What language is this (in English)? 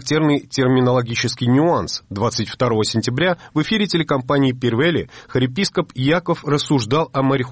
Russian